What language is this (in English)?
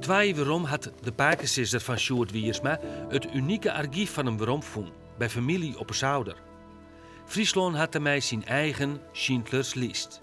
Western Frisian